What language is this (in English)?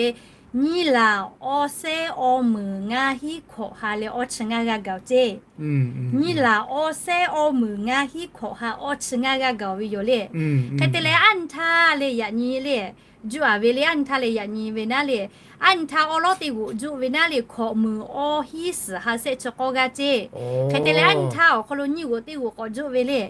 Lahu